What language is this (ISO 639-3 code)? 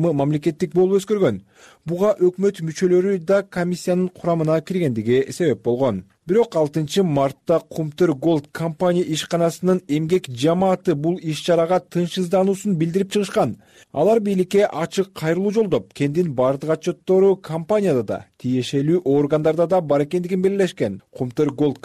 kir